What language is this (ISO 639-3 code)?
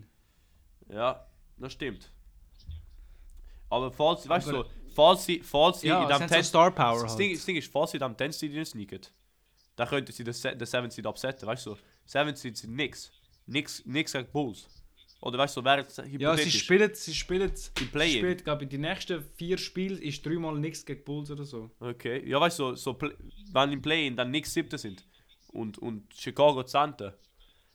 deu